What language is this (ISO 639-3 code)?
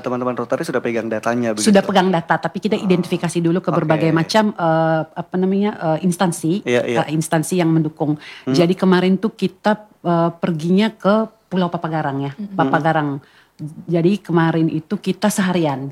ind